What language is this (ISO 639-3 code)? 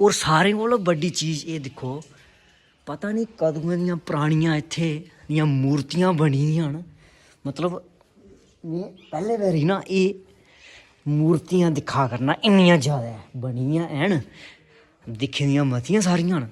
doi